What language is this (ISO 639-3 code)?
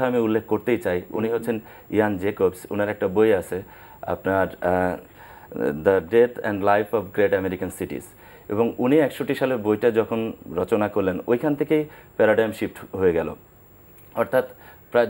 ben